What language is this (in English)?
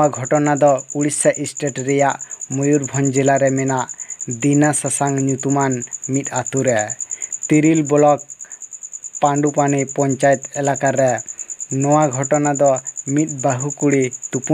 Santali